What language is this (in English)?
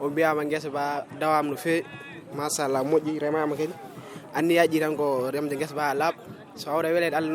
Fula